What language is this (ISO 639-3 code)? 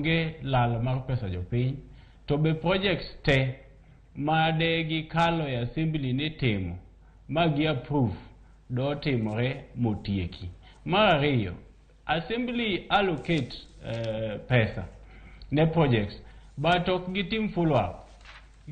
luo